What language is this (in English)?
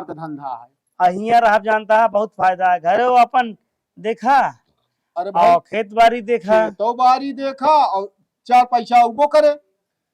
Awadhi